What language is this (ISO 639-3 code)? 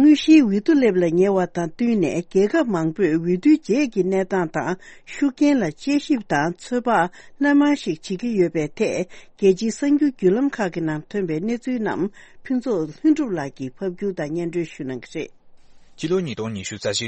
bod